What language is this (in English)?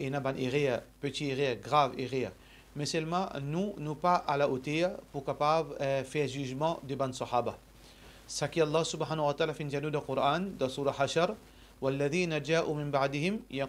Morisyen